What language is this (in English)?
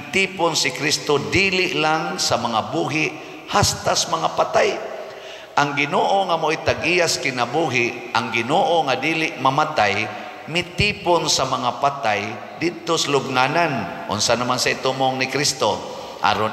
Cebuano